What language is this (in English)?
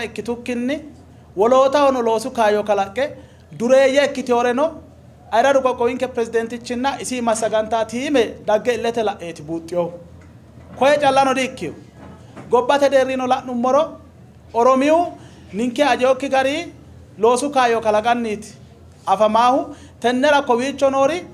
Sidamo